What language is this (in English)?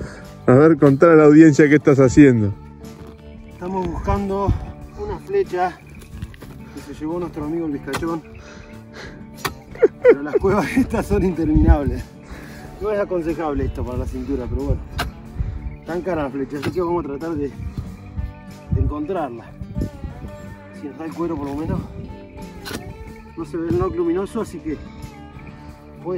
Spanish